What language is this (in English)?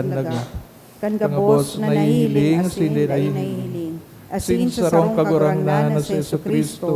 Bikol